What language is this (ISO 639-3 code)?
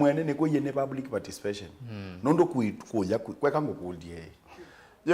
kam